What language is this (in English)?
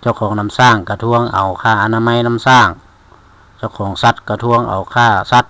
Lao